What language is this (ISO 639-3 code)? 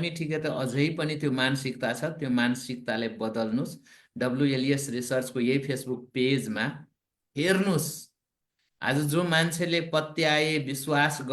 nep